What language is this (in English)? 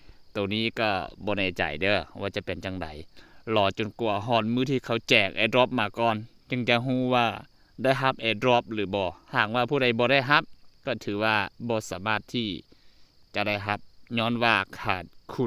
Lao